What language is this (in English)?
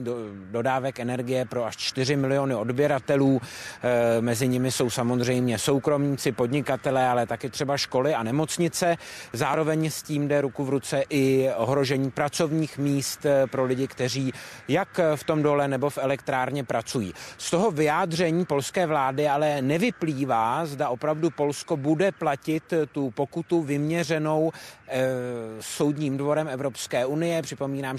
Czech